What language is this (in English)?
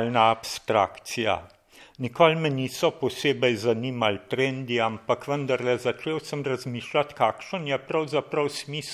Slovenian